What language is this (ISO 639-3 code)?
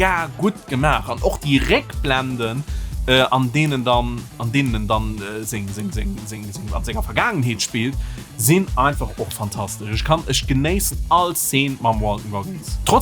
ltz